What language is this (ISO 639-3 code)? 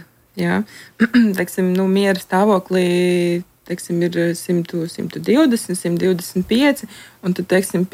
lav